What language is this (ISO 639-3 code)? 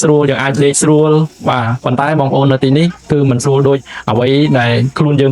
khm